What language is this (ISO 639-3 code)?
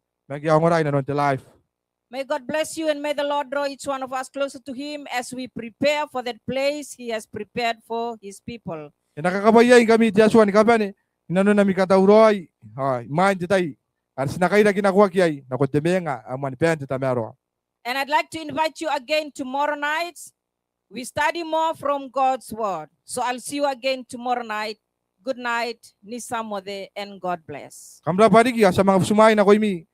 gil